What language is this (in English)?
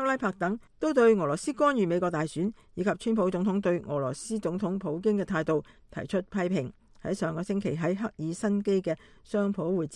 Cantonese